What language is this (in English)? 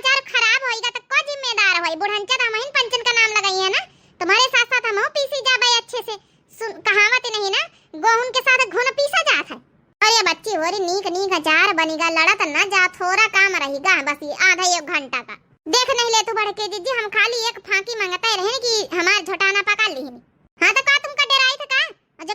Awadhi